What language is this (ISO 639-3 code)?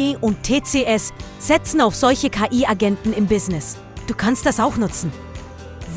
gsw